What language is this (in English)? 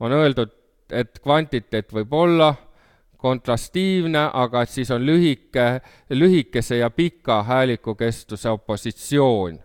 Estonian